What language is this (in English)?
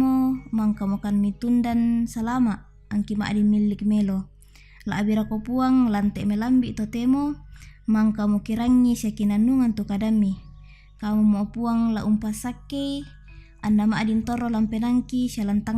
Toraja-Sa'dan